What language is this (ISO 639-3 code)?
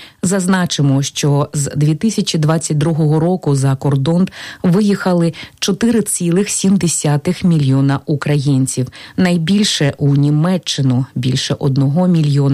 ukr